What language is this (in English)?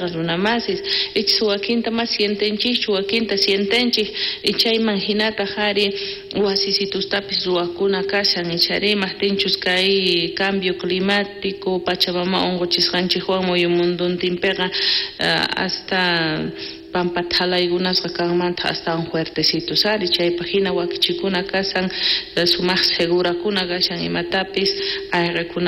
South Bolivian Quechua